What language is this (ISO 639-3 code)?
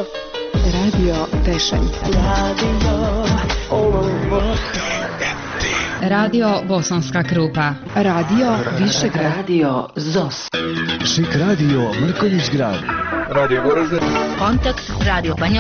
bos